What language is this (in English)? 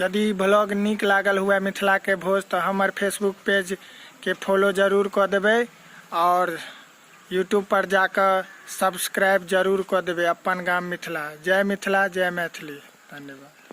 Maithili